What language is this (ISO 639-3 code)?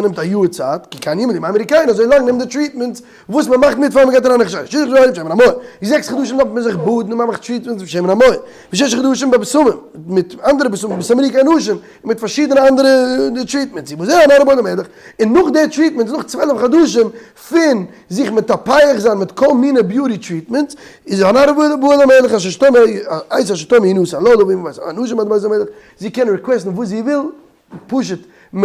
yid